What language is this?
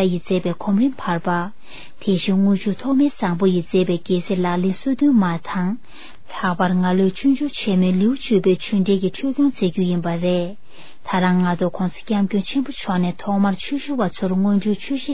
Tibetan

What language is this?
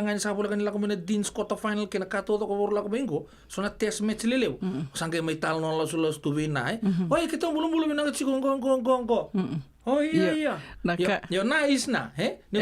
Fijian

